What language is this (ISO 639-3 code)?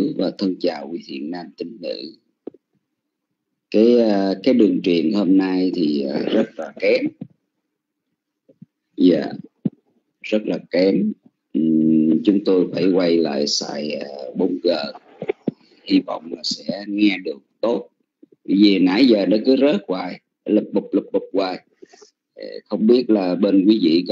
vie